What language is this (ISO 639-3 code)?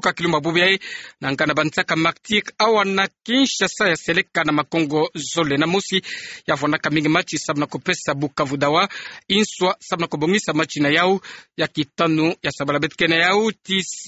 ktu